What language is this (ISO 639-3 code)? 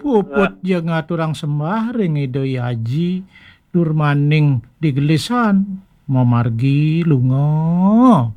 ban